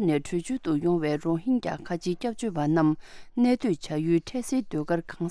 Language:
Tibetan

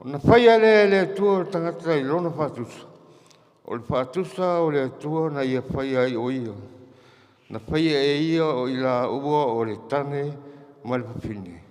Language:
Samoan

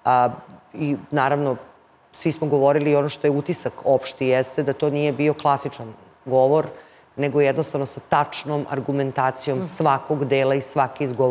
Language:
Serbian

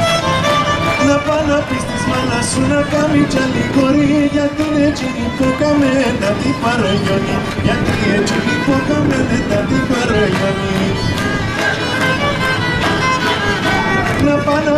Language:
Greek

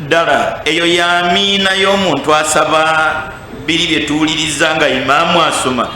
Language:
Ganda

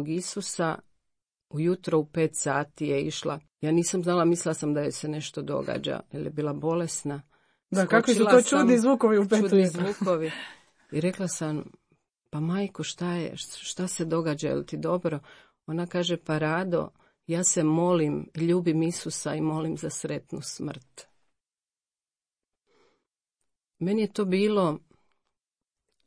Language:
Croatian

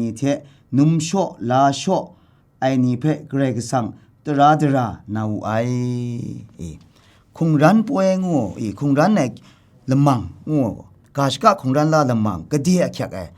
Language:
Kachin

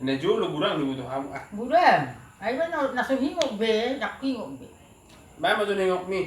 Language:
Batak Toba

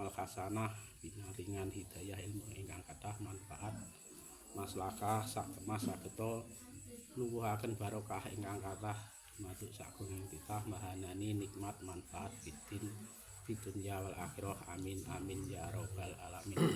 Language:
Javanese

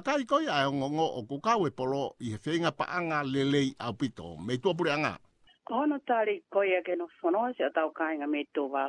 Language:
Tongan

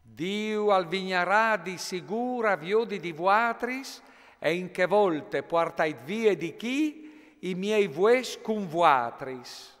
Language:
Friulian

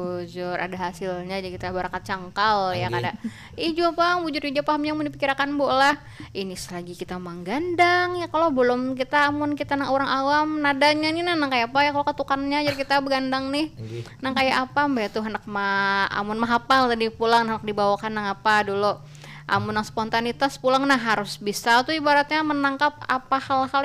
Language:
Banjar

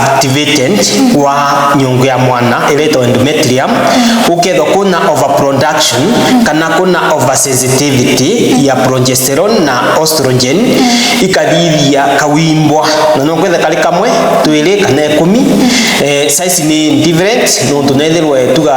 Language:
Meru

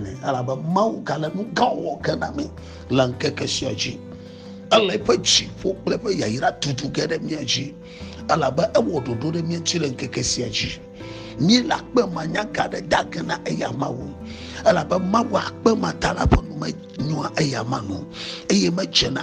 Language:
Ewe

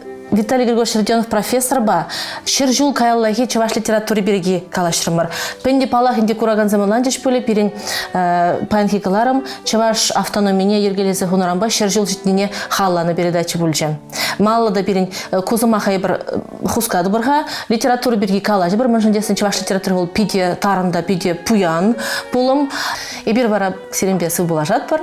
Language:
Chuvash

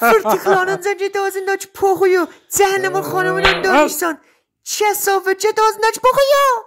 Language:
South Azerbaijani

